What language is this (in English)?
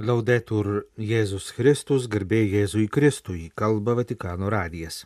Lithuanian